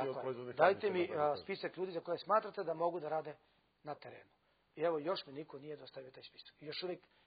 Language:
Serbian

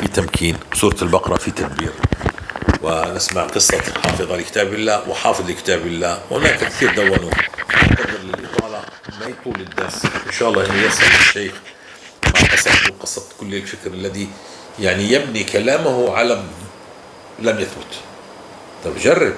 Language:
North Levantine Arabic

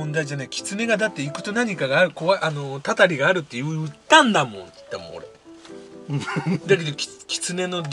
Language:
Japanese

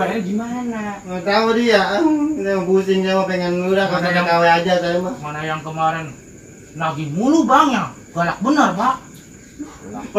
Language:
Betawi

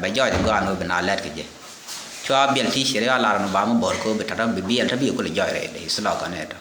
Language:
Nuer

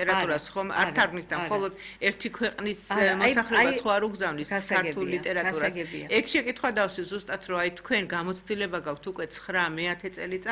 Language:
Georgian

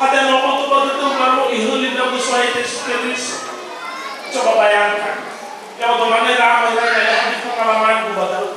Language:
Nias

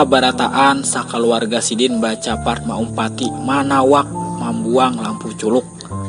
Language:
Banjar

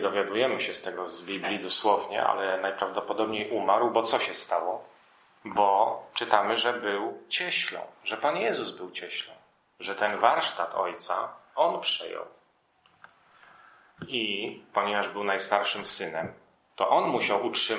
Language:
Polish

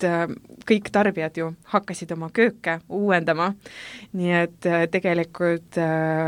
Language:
Estonian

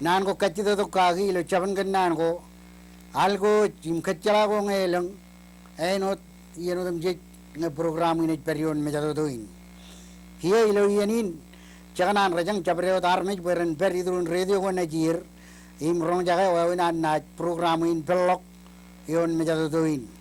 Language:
Marshallese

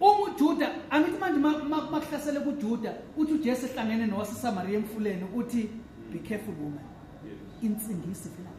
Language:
Zulu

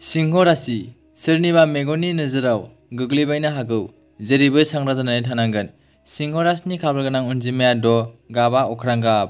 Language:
Bodo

